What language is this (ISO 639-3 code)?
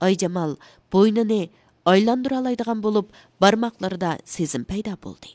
uig